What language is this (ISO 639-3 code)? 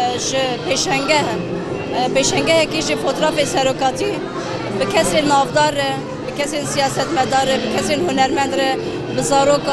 kur